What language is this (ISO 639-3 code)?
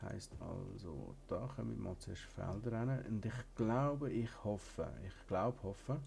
gsw